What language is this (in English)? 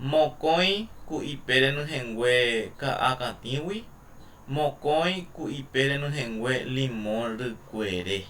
Guarani